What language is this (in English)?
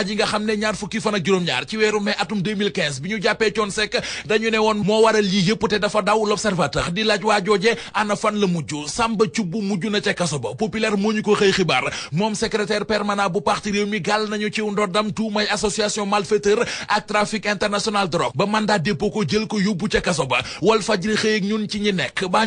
Wolof